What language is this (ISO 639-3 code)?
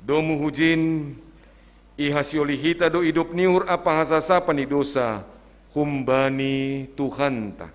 bts